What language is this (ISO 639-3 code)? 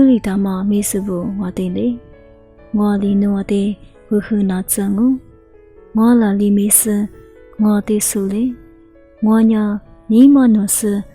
lis